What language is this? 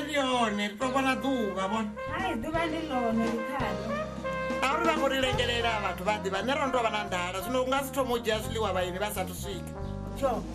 Venda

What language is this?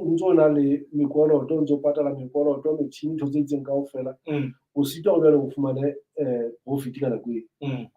Southern Sotho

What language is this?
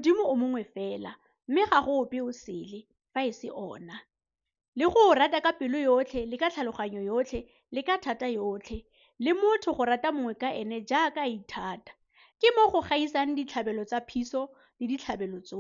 Tswana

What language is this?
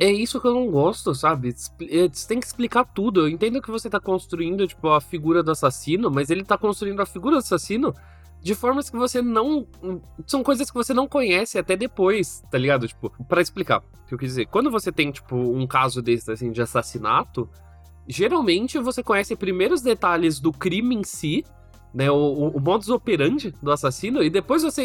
Portuguese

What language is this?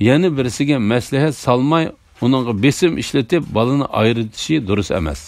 Uyghur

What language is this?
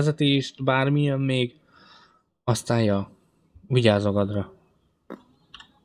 Hungarian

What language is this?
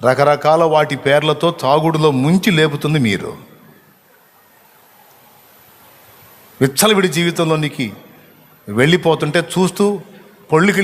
Telugu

